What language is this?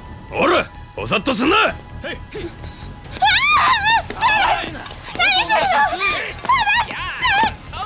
Japanese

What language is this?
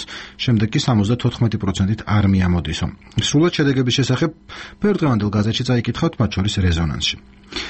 Georgian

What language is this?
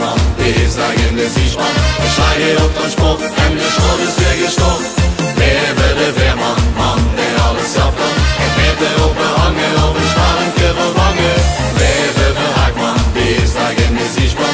Dutch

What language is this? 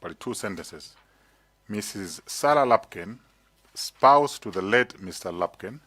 Nyanja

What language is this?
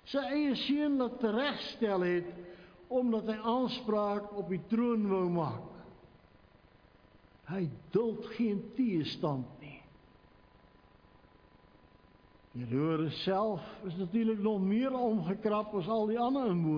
Afrikaans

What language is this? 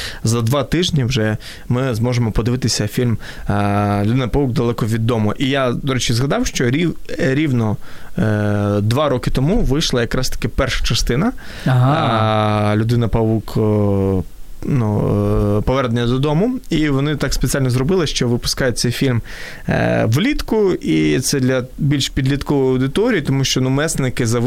Ukrainian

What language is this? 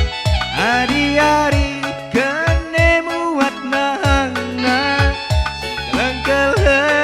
Batak Karo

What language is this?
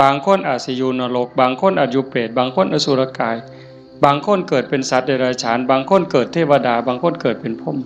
Northeastern Thai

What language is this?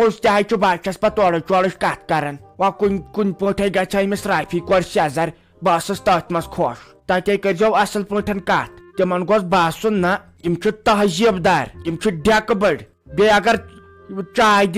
Kashmiri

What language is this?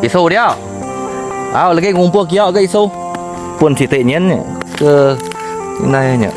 Iban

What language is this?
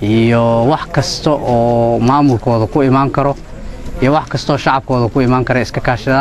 Somali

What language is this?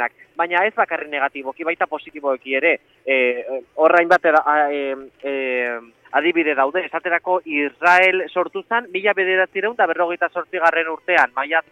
Basque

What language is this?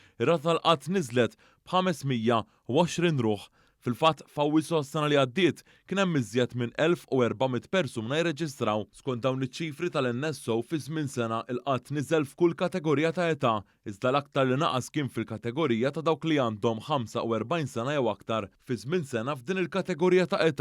Maltese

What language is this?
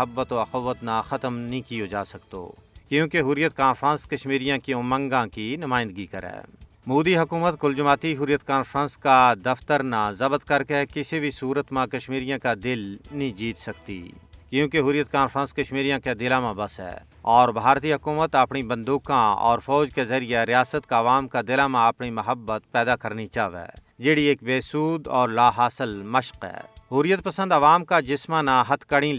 Gujari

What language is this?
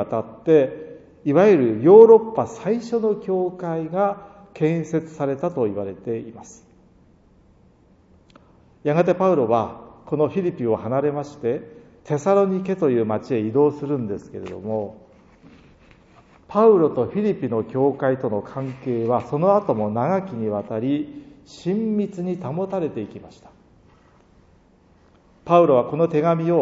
Japanese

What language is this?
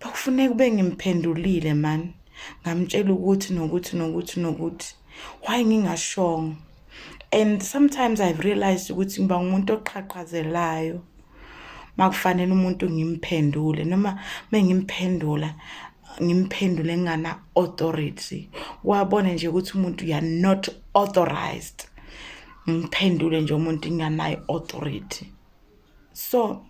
Zulu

